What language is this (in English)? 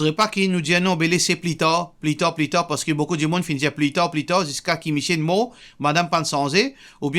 Morisyen